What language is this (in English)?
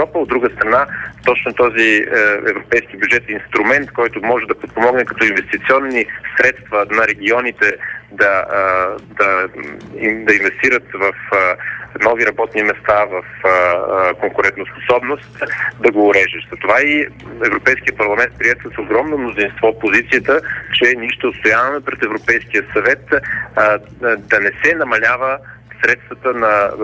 Bulgarian